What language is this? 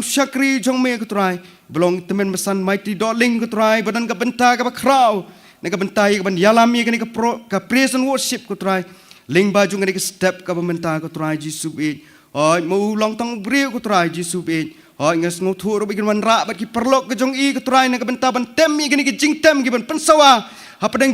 Khasi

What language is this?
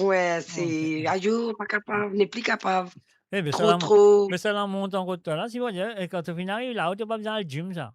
Morisyen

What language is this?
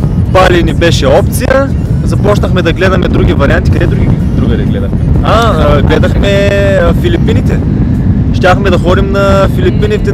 Bulgarian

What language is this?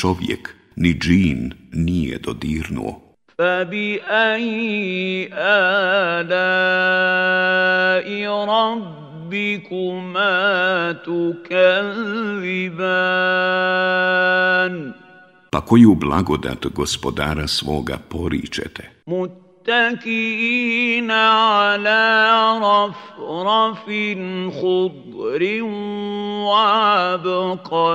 Bosnian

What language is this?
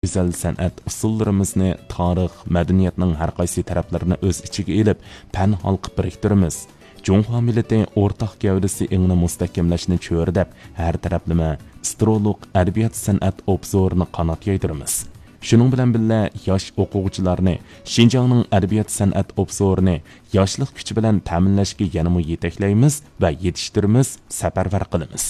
Uyghur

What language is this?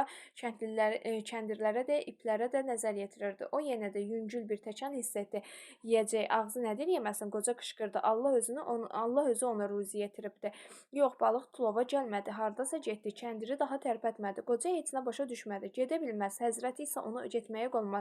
Azerbaijani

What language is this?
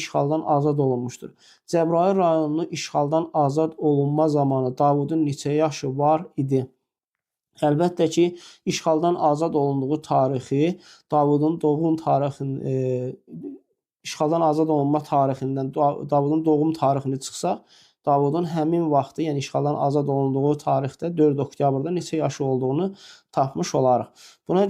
Azerbaijani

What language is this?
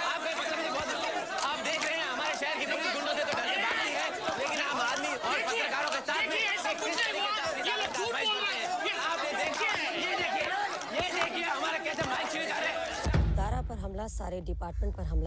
Hindi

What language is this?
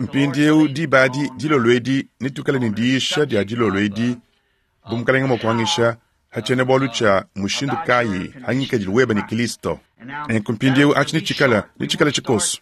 Luba-Lulua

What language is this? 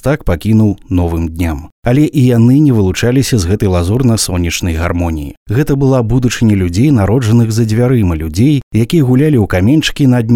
Belarusian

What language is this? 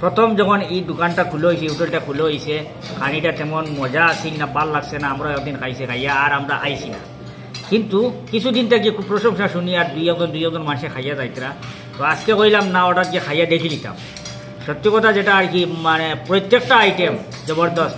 Sylheti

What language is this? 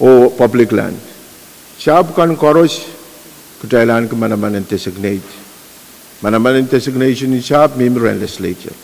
Pohnpeian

